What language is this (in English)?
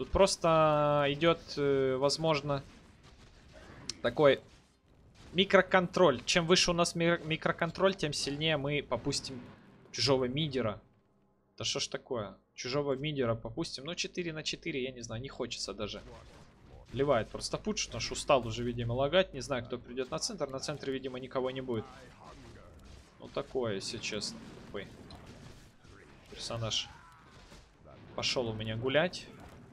Russian